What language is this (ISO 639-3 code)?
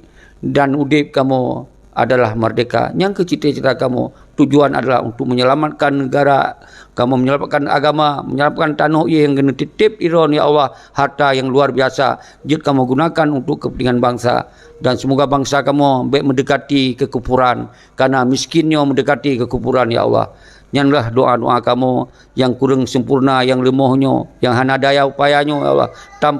ace